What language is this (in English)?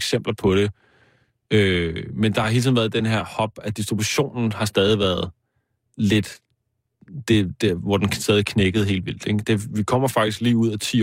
Danish